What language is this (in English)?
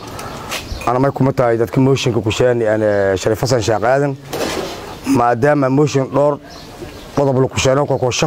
Somali